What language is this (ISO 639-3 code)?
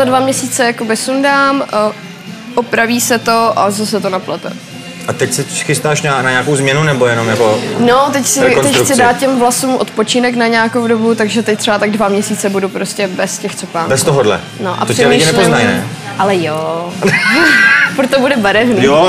ces